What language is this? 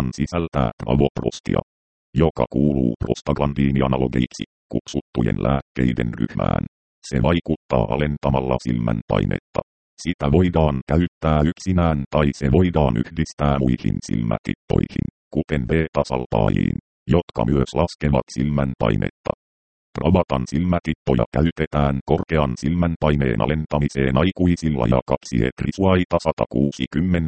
Finnish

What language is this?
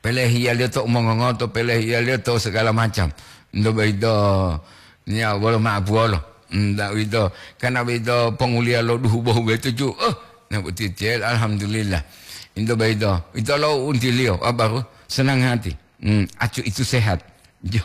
Gorontalo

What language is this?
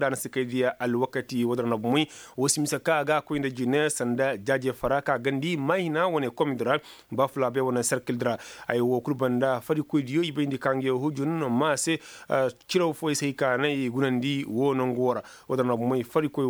Koyraboro Senni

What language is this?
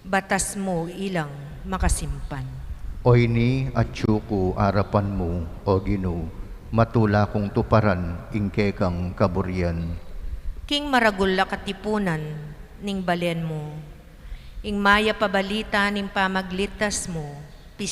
Pampanga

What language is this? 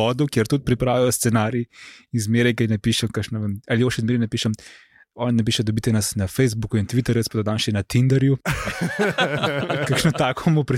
Slovenian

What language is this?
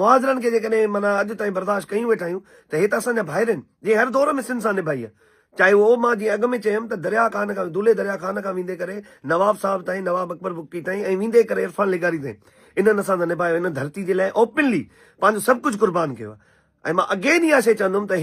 Sindhi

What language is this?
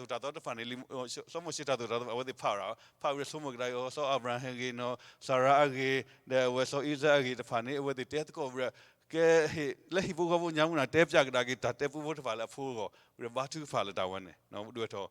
S'gaw Karen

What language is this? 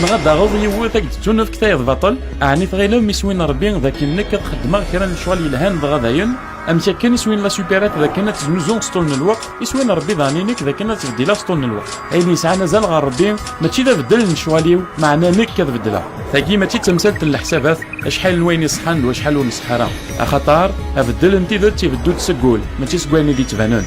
Kabyle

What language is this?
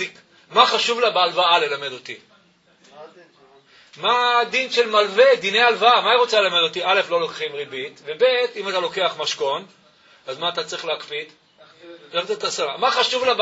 Hebrew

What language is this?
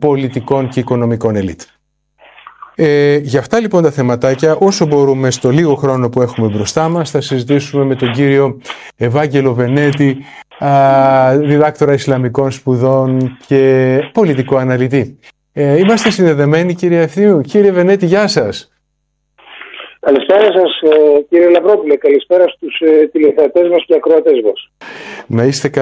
Greek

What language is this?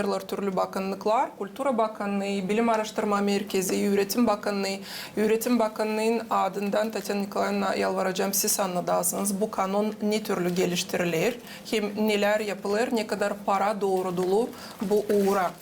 Gagauz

